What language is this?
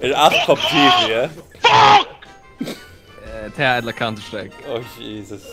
Faroese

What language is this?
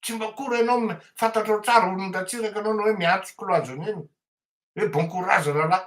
Malagasy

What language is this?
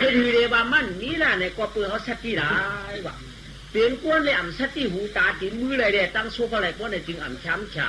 Shan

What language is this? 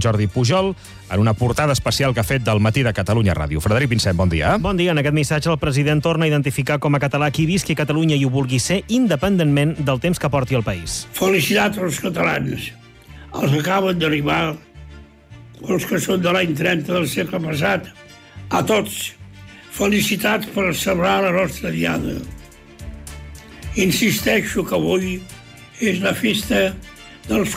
Catalan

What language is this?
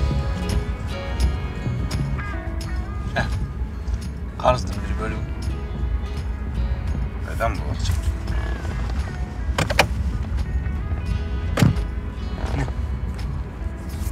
Kyrgyz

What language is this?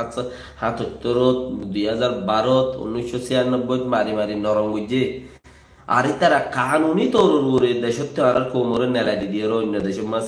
Rohingya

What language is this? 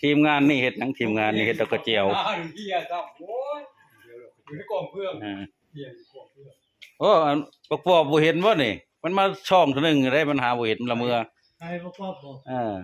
Northeastern Thai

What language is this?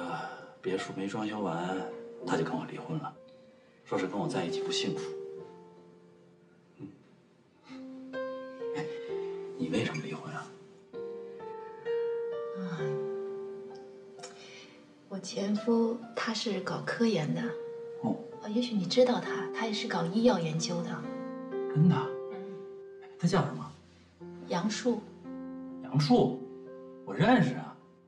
Chinese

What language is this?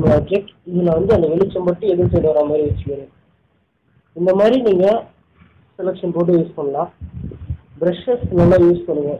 Tamil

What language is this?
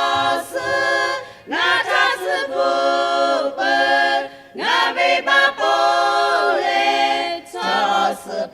Lahu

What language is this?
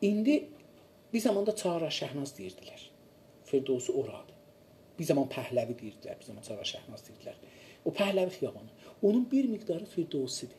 South Azerbaijani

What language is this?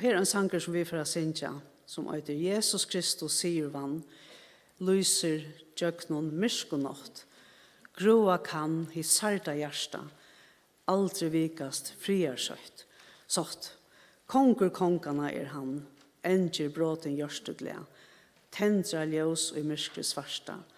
Faroese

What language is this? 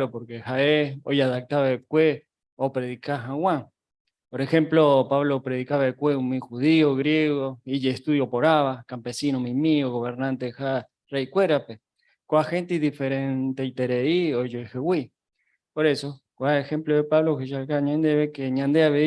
Guarani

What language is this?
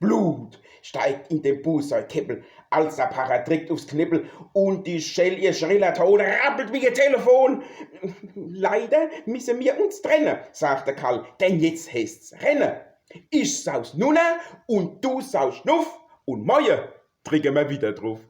Palatine German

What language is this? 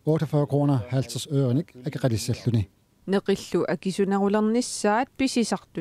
Kalaallisut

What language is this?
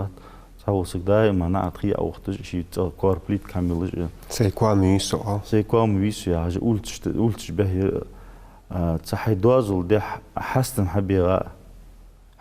Ingush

